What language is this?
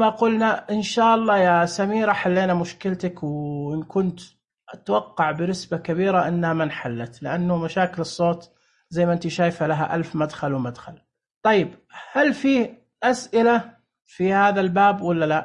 Najdi Arabic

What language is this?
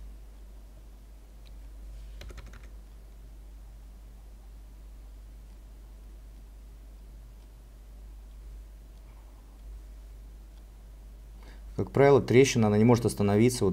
Russian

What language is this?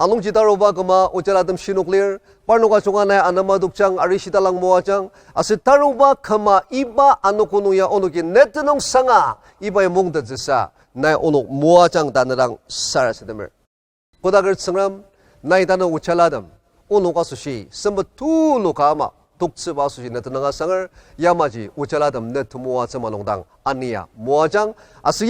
Ao Naga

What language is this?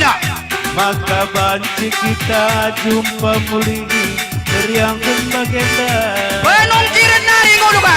Batak Karo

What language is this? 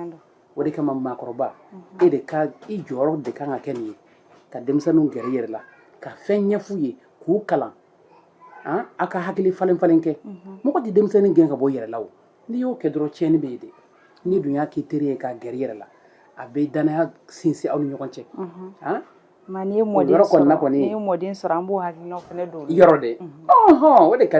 Bambara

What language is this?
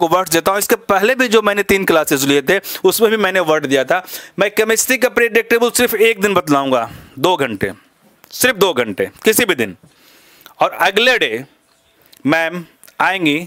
Hindi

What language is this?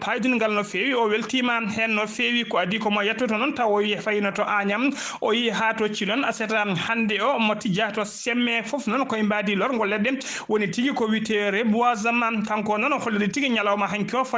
Fula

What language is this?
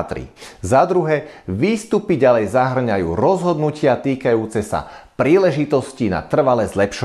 Slovak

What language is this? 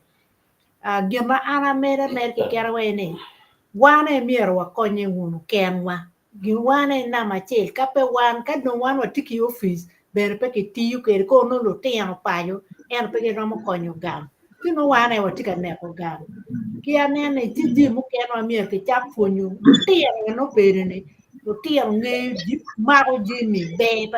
Acoli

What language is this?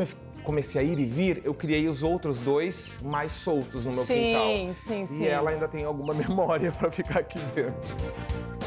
Portuguese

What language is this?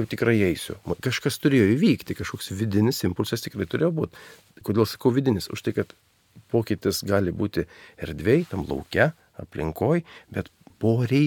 Lithuanian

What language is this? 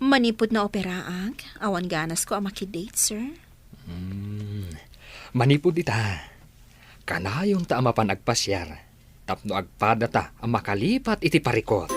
Iloko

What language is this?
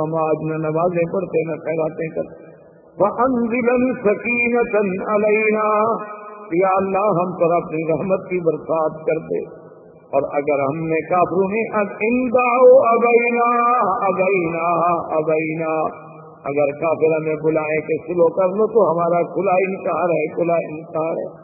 Urdu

